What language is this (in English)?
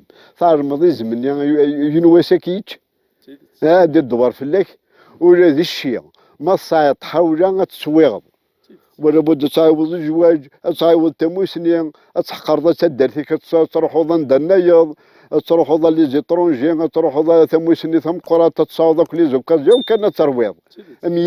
Kabyle